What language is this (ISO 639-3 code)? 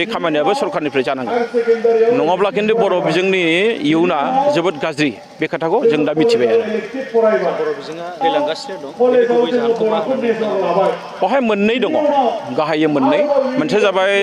brx